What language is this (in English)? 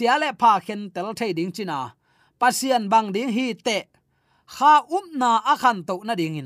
Tedim Chin